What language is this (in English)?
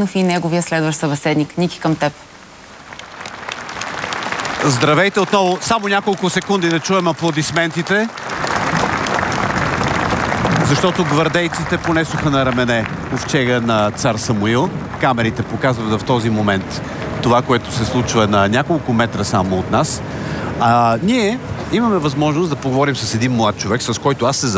Bulgarian